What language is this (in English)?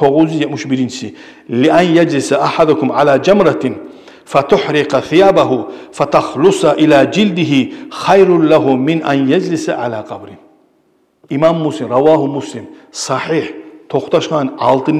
Kumyk